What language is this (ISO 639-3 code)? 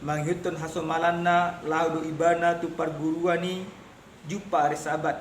bbc